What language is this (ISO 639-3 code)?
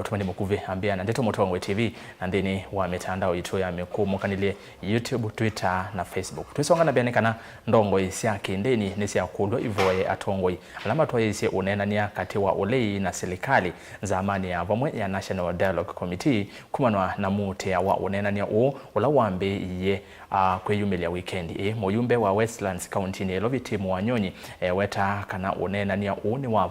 kam